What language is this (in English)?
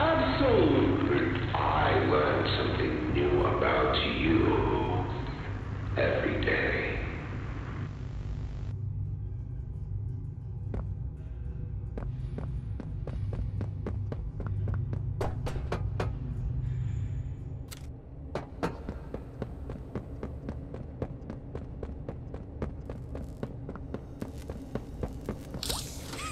English